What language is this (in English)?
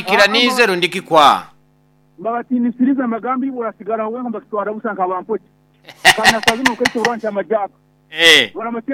Nyoro